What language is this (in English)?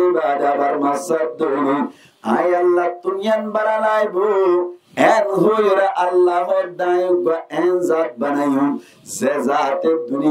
Rohingya